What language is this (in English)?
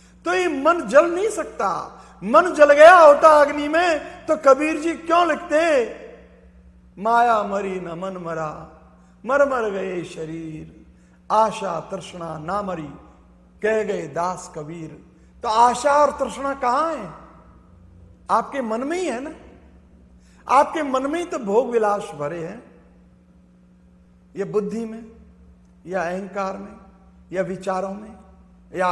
Hindi